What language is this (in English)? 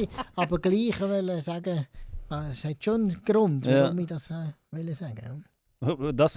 Swiss German